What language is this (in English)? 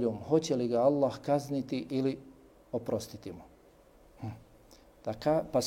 Bosnian